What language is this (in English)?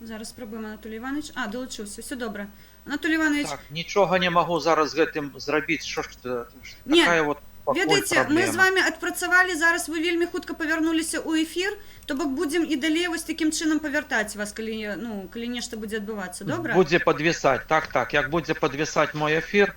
Belarusian